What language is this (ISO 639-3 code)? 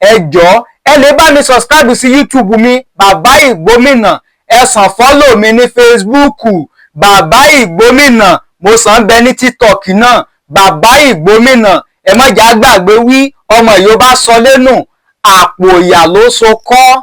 yor